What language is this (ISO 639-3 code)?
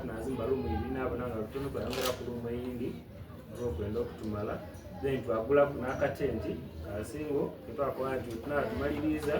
xog